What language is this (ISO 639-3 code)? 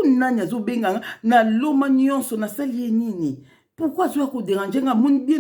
lin